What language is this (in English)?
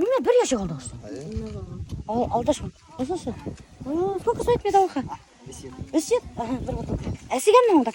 Bashkir